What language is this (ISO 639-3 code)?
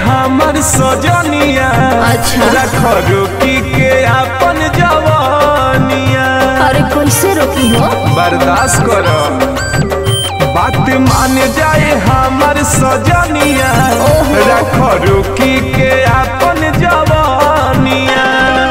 bho